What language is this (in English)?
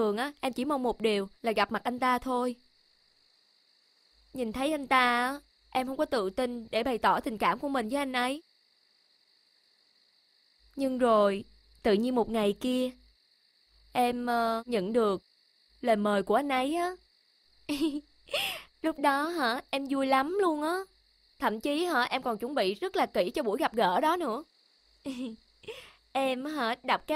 Vietnamese